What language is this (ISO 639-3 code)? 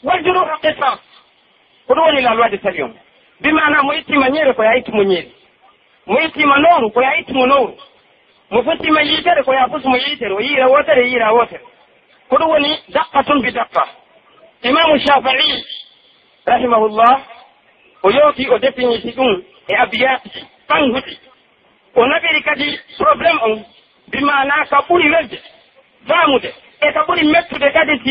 fuf